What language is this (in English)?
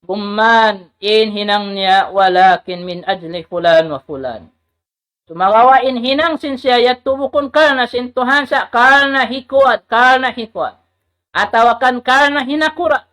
Tausug